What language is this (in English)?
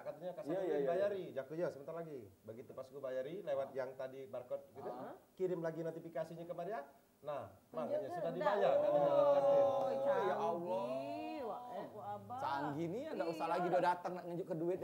Musi